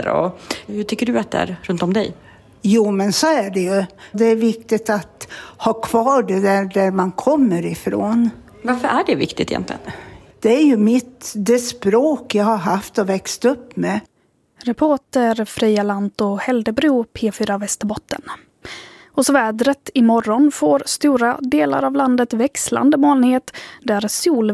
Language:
Swedish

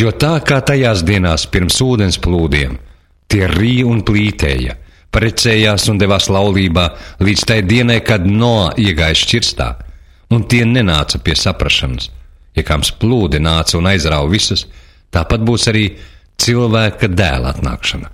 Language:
Latvian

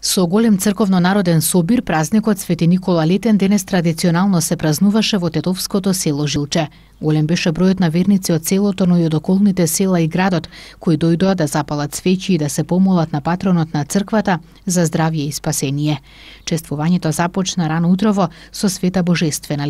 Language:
Macedonian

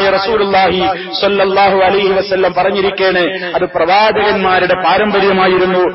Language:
Malayalam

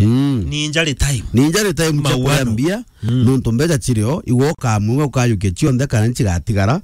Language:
Meru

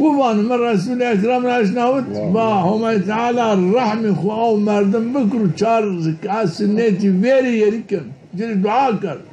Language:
Zaza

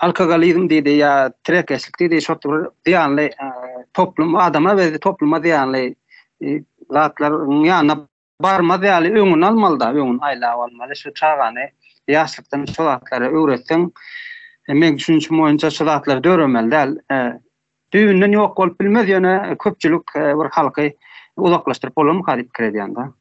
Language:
Turkmen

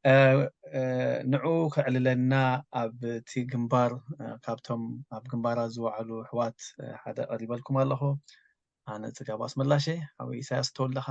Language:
Tigrinya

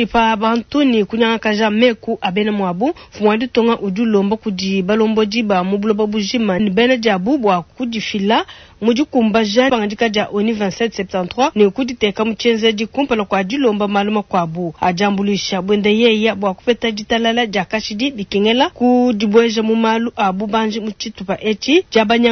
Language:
Luba-Lulua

